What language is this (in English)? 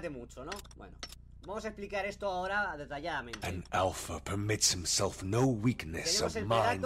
Spanish